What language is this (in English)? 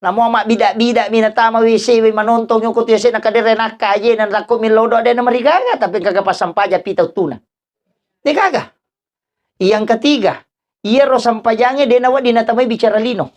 Buginese